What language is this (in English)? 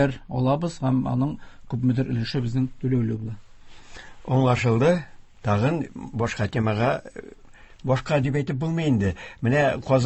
Tatar